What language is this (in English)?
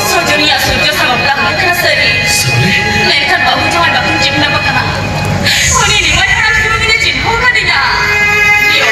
Santali